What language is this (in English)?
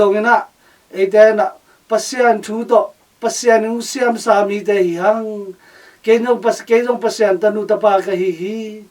Tedim Chin